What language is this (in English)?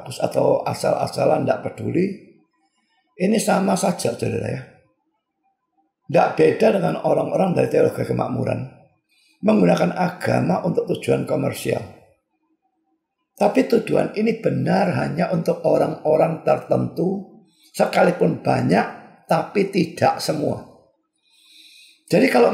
Indonesian